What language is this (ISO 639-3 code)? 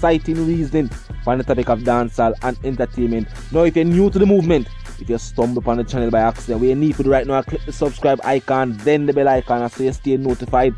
jam